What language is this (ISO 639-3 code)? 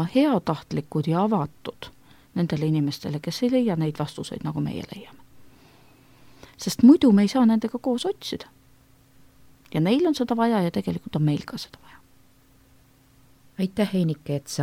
est